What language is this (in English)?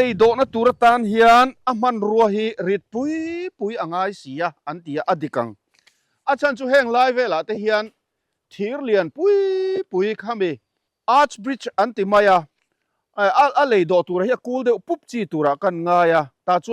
Mizo